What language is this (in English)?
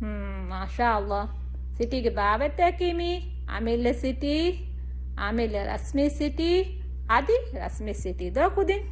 Divehi